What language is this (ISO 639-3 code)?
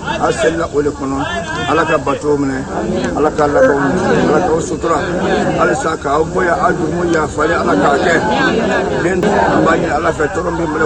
bam